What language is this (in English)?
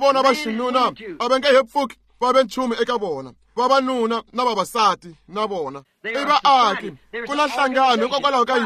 Tsonga